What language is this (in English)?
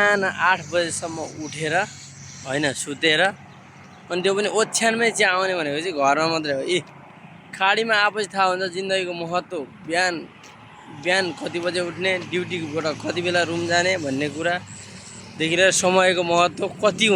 Nepali